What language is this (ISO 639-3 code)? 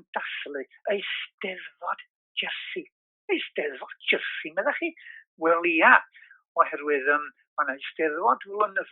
cym